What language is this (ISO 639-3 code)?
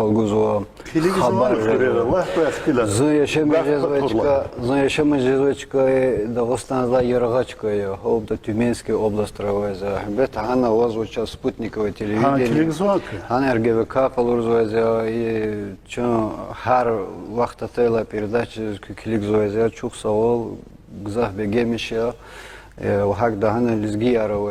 lez